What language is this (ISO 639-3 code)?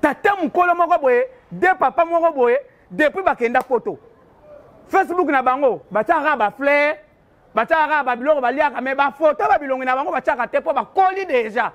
lin